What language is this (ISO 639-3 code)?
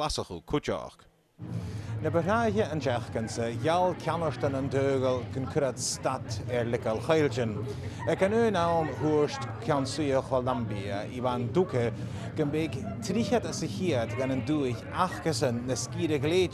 gla